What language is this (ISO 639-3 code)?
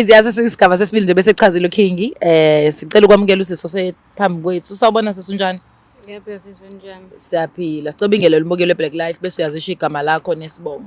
zul